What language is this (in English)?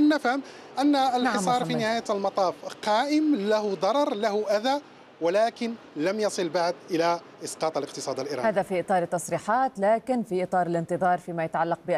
Arabic